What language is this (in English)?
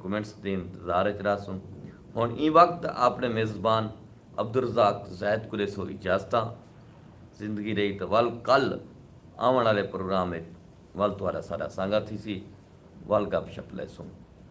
Saraiki